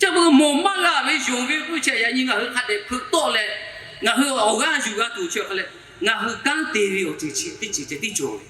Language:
Lahu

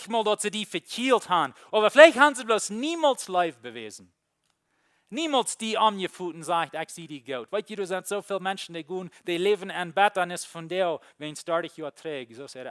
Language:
Plautdietsch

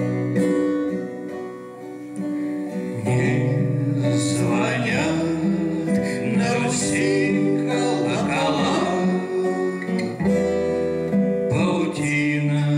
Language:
Russian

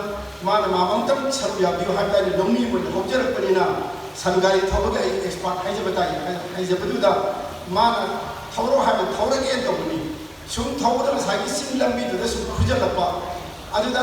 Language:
Manipuri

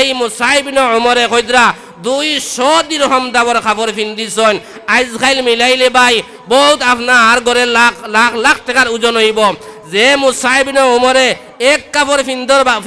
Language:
Sylheti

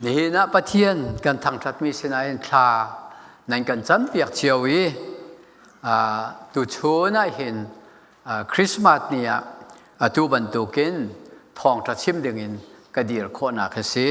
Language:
Hakha Chin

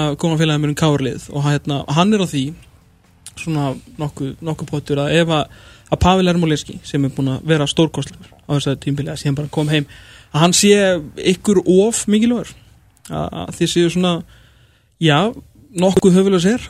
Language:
Icelandic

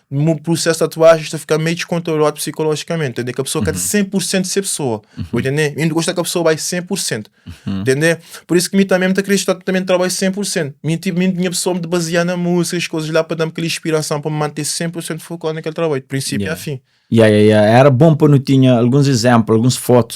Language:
Kabuverdianu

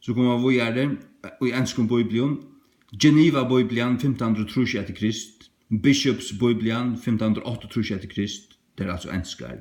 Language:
Faroese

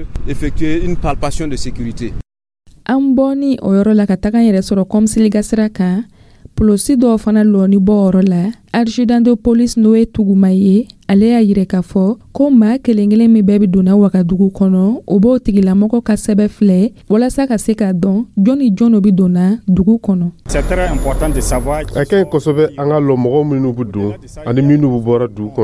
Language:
Dyula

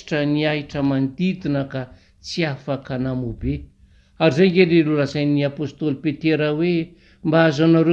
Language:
Malagasy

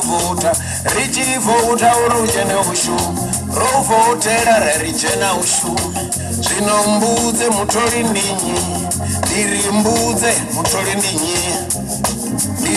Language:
Venda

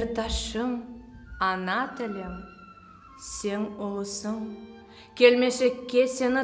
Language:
Crimean Tatar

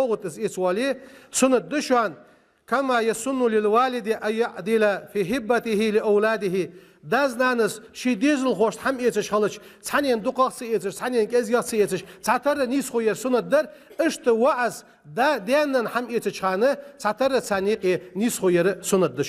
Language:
Ingush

